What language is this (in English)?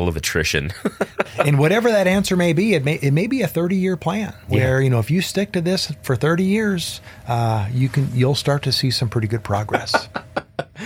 English